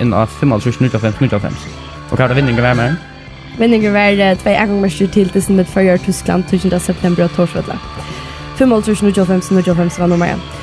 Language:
Faroese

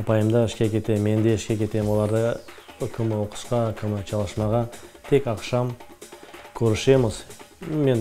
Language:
Crimean Tatar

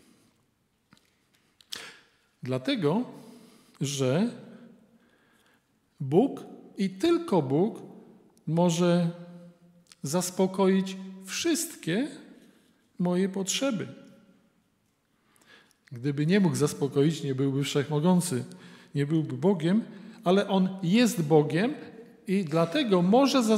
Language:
Polish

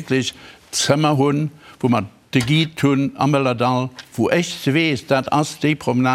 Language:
Luxembourgish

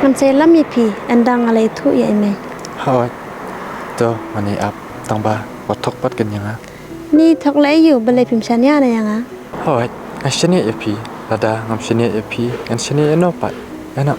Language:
Khasi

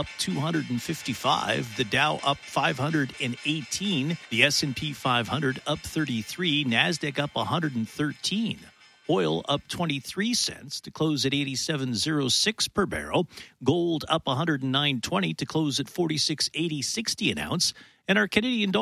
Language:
English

